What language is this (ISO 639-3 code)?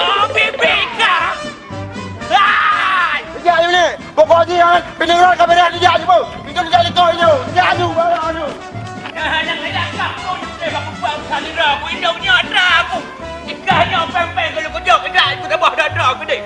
ace